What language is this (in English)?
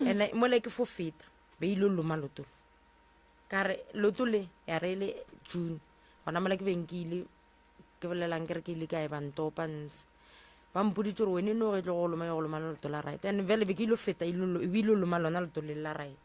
Northern Sotho